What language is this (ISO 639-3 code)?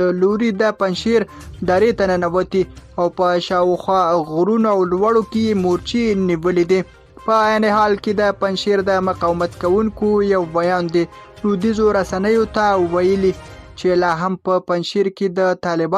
pus